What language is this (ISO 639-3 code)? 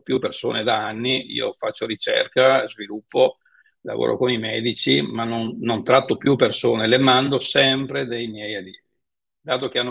ita